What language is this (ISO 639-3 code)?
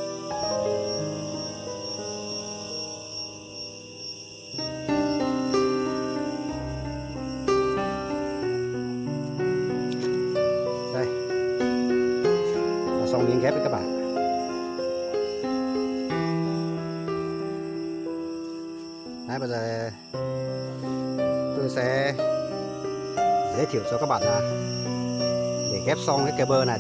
vie